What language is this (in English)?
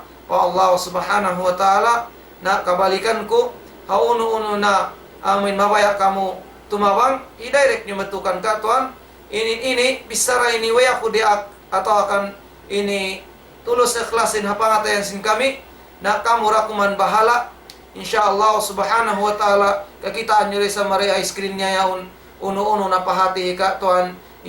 Tausug